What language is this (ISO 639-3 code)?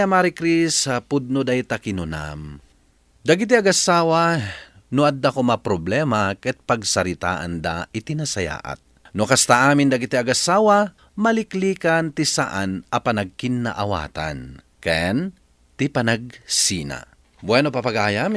ilo